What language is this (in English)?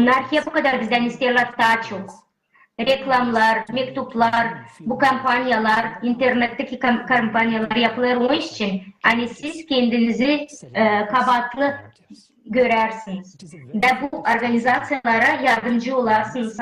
Gagauz